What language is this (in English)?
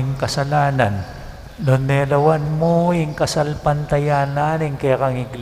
Pampanga